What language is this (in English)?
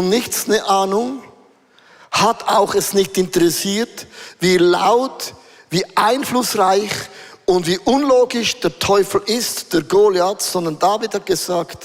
Swiss German